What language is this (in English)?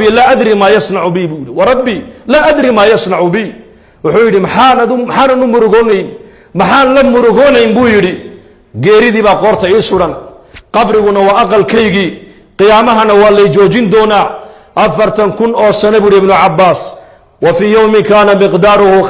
Somali